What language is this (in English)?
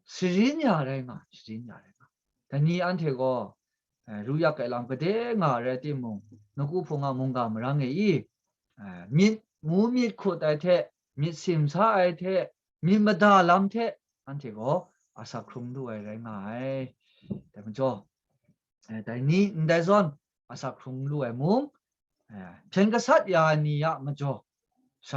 Kachin